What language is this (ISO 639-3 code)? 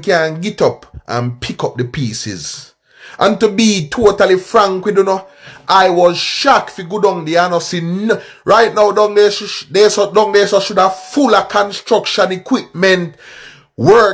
jam